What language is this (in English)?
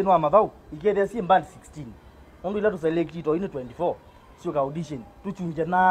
Kamba